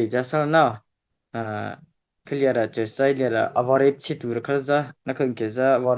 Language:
Mara Chin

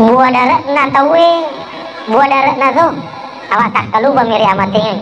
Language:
Buginese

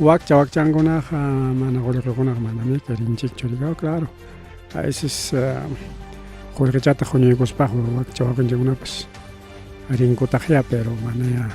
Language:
Ayacucho Quechua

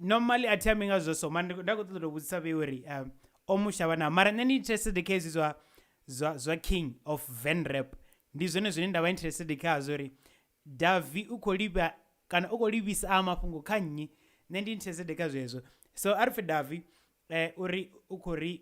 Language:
Venda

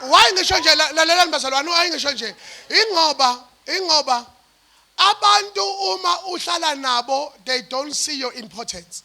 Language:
Zulu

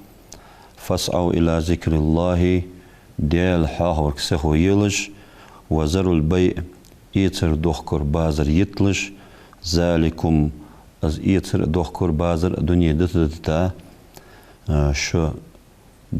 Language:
Ingush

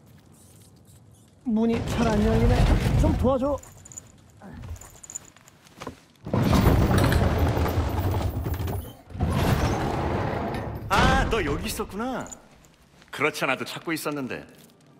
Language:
Korean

